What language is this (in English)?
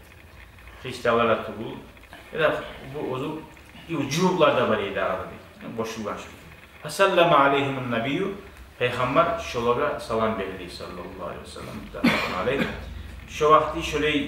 Kumyk